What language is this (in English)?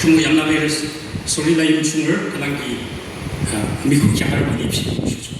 Yimchungru Naga